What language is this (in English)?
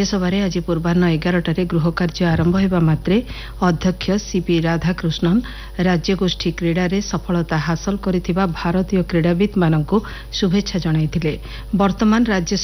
Odia